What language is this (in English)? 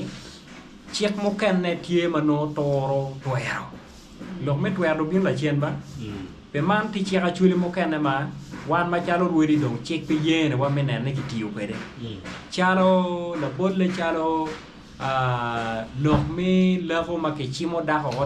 Acoli